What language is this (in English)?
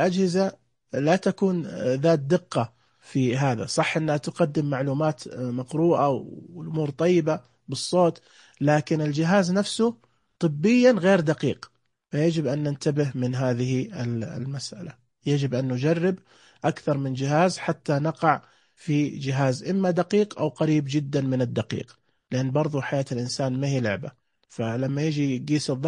Najdi Arabic